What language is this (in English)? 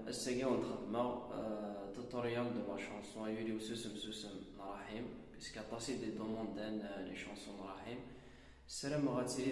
Kabyle